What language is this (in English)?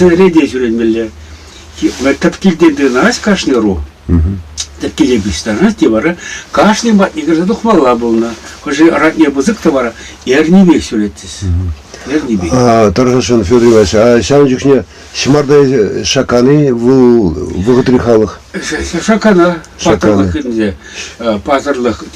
Chuvash